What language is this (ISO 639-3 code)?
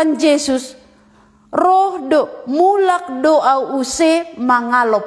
bts